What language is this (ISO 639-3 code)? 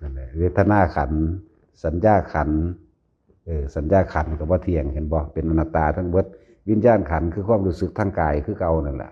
tts